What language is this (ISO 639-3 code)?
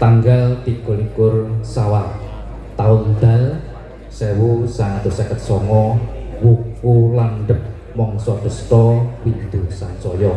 jav